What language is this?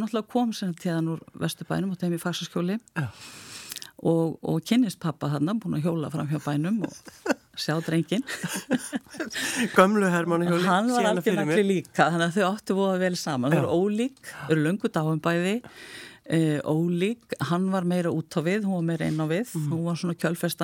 Icelandic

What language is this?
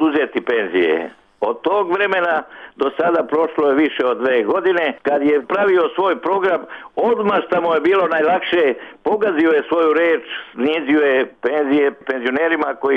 Serbian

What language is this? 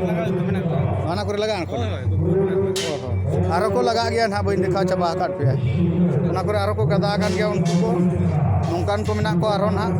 Santali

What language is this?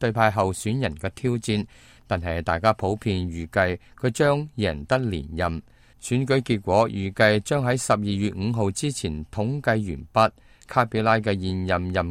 Cantonese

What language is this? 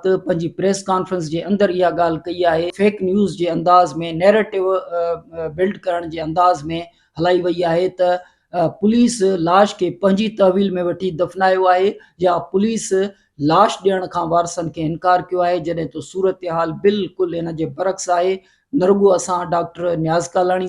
Sindhi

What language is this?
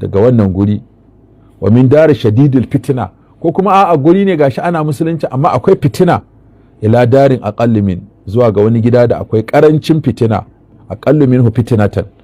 Hausa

